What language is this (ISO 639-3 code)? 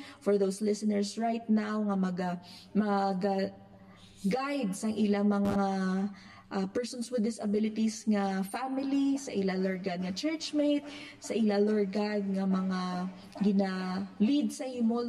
hil